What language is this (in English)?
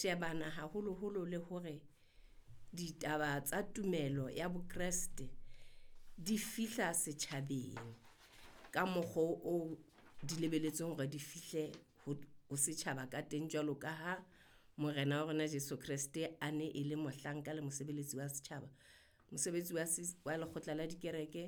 Southern Sotho